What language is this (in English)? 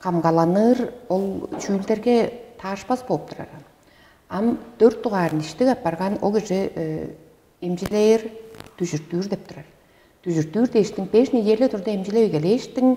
Tuvinian